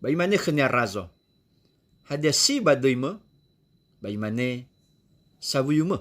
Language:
Nias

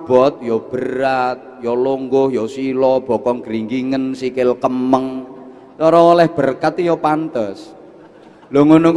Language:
Javanese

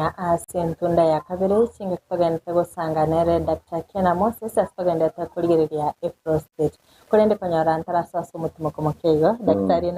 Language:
Gusii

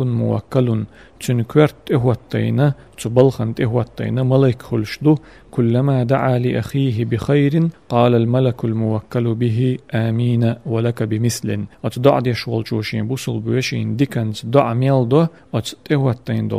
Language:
Chechen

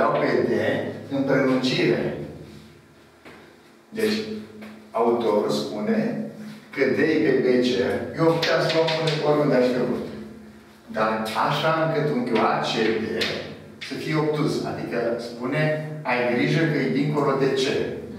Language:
Romanian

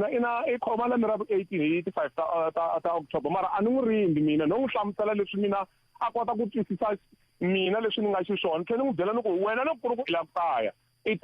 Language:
Tsonga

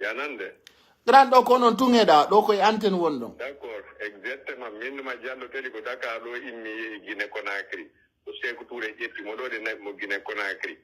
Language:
Pular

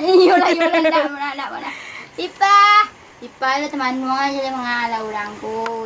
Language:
Minangkabau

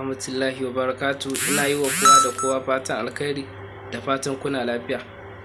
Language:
Hausa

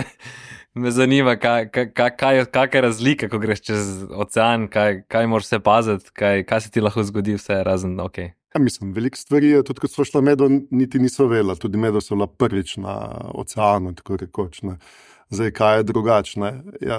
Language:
Slovenian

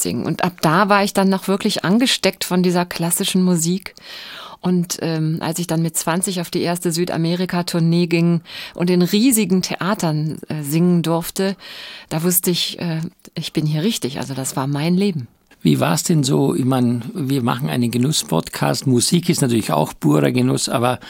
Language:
German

